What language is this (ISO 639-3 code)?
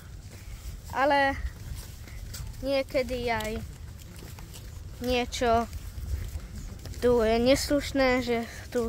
slk